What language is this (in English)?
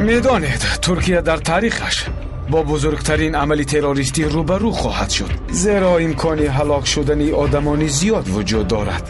Tajik